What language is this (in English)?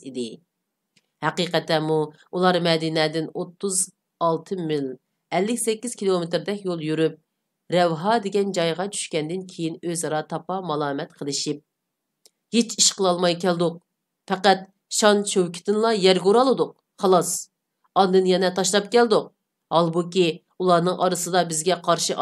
Uyghur